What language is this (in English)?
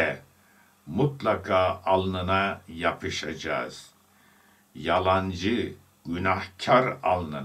Turkish